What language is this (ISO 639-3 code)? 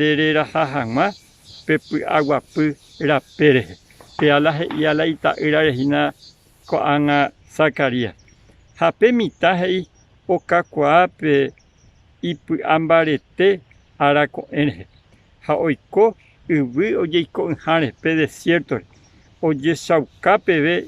grn